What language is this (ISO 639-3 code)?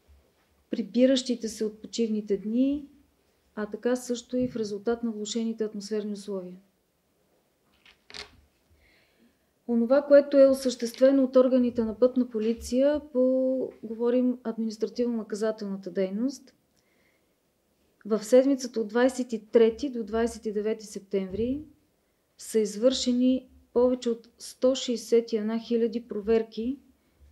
bul